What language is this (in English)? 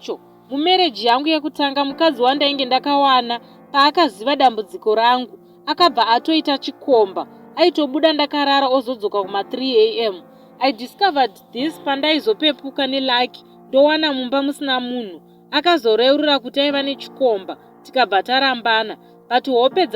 Shona